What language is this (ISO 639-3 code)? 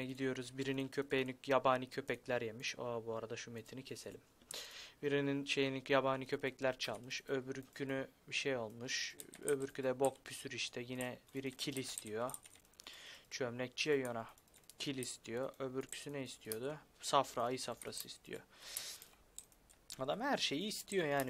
tur